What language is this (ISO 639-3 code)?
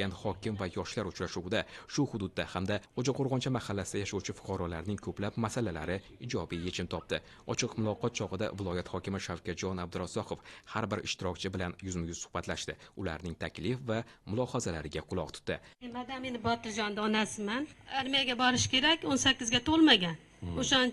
uzb